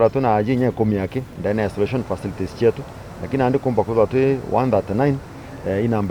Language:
Meru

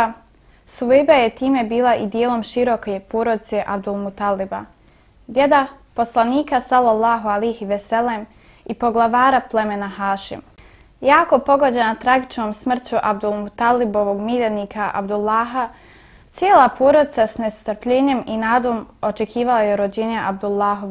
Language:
Bosnian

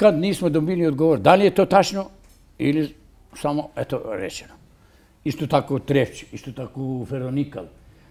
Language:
Serbian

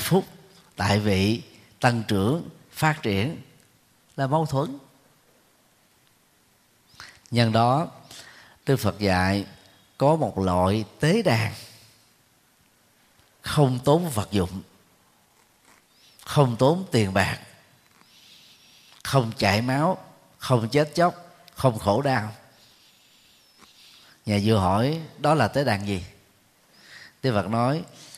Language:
Vietnamese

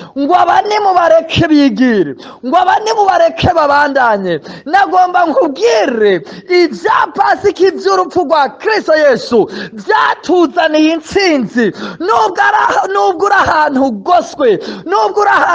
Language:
Rundi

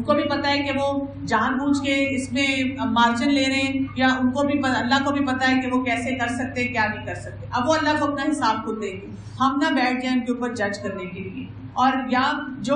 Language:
Urdu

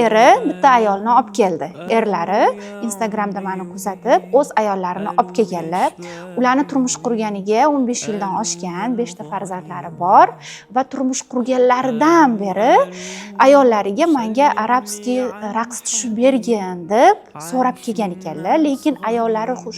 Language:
Uzbek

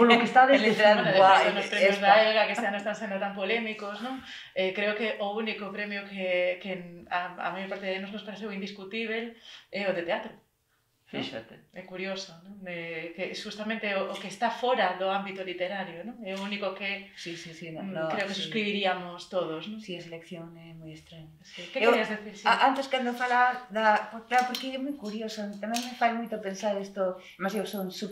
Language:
Galician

